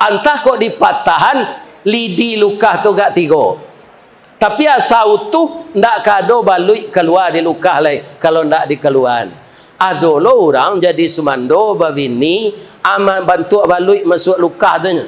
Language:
Minangkabau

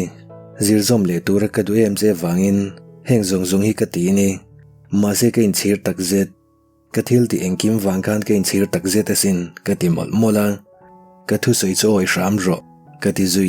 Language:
Mizo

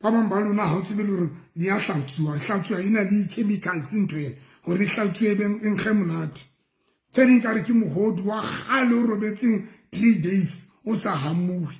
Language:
Southern Sotho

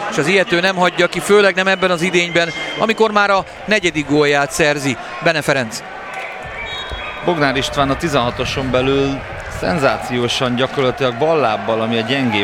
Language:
Hungarian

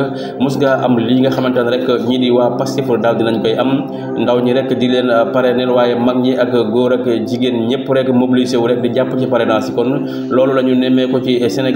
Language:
Wolof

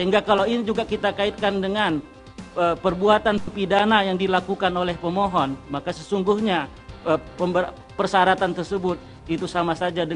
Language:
Indonesian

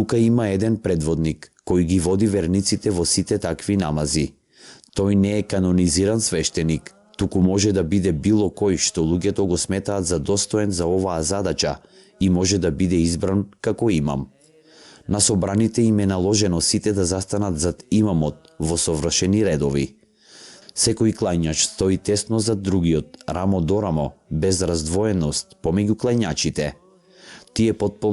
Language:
Macedonian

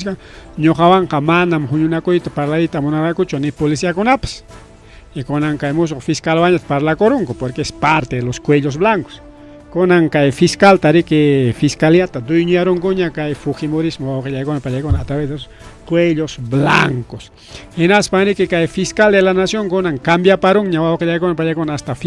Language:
Ayacucho Quechua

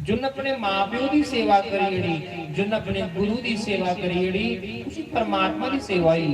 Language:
Dogri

